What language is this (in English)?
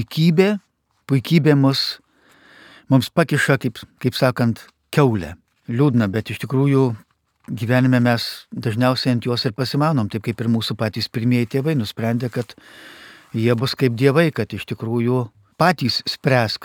Lithuanian